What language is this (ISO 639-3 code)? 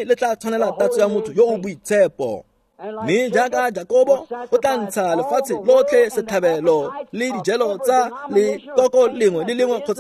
tsn